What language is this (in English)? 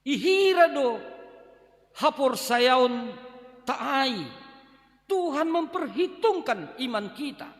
Batak Simalungun